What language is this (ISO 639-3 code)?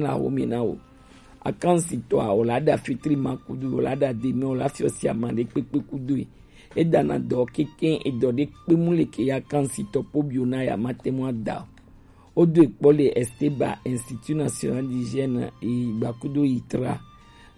gej